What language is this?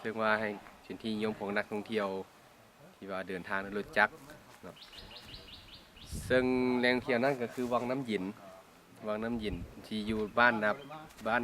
Lao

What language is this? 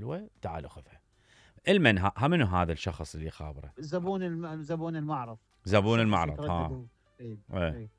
Mesopotamian Arabic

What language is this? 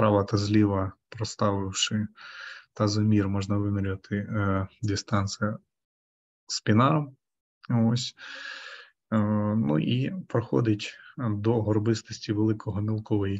Ukrainian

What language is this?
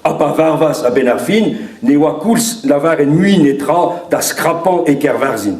Breton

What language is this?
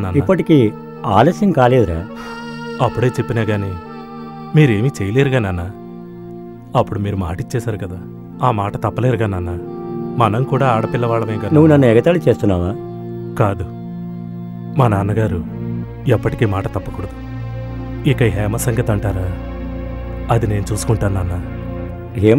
Telugu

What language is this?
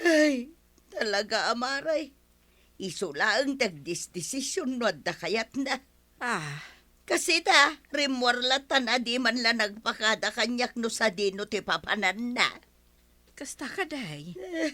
Iloko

